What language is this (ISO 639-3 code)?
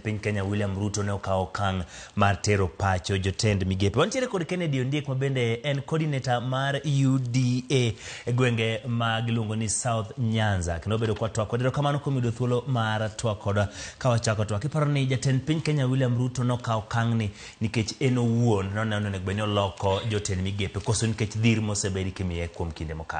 luo